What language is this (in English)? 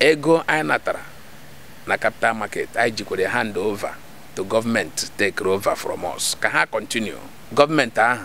Igbo